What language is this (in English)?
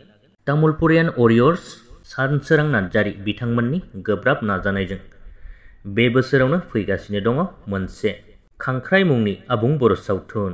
Bodo